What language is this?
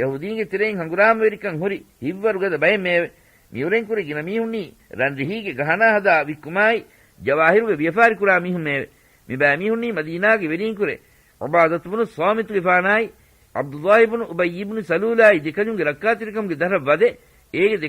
Divehi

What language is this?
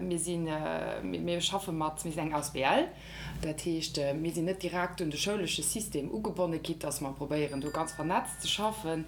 Luxembourgish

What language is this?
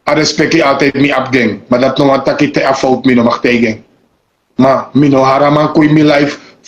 Sranan Tongo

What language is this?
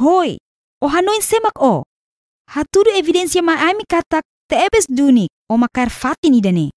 Tetum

